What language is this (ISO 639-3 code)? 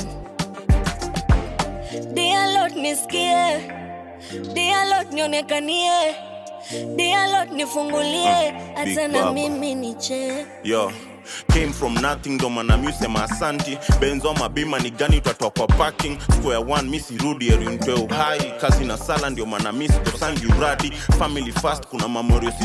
swa